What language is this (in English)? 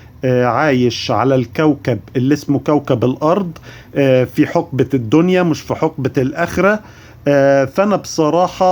Egyptian Arabic